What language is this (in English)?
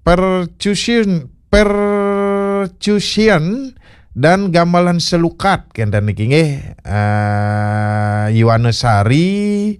Balinese